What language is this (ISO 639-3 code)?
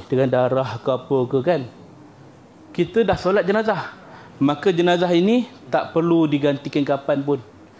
msa